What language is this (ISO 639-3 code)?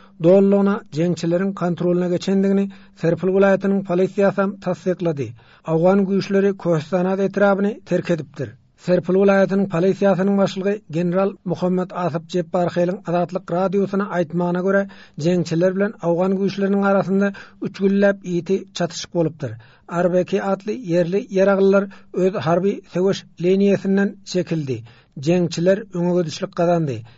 tuk